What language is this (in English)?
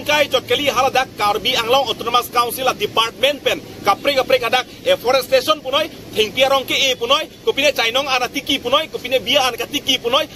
Karbi